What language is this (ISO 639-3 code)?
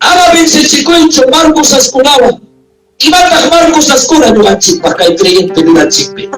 quy